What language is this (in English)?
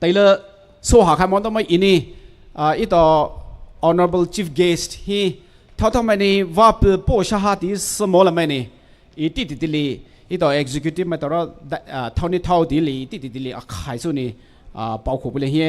Poumei Naga